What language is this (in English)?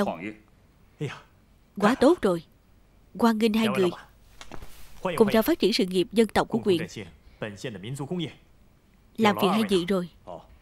Vietnamese